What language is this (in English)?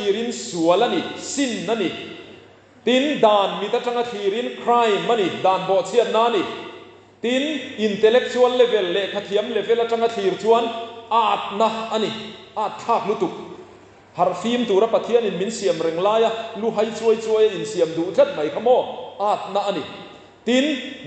Mizo